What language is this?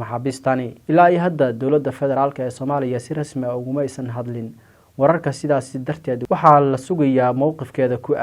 Somali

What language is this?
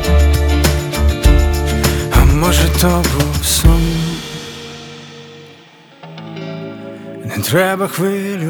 Ukrainian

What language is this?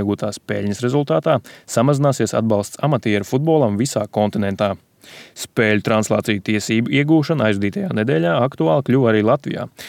Latvian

